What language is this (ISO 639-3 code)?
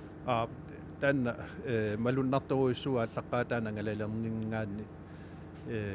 kal